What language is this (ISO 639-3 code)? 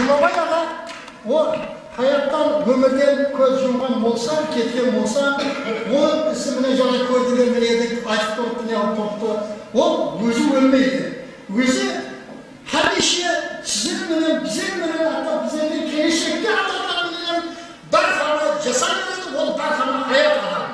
kaa